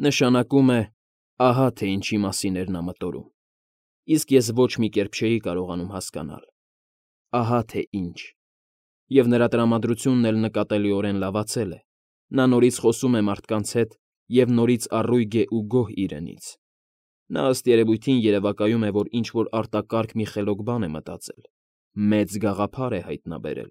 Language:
Armenian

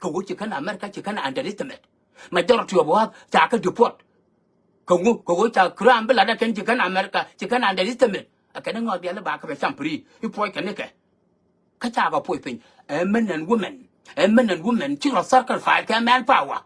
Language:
Nuer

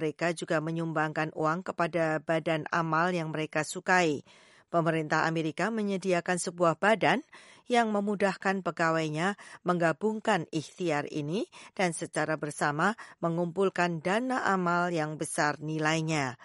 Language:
Indonesian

